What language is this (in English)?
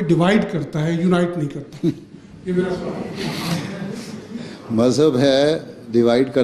Urdu